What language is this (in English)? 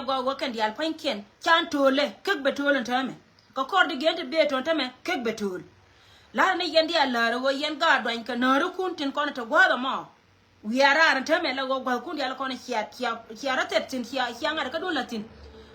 Nuer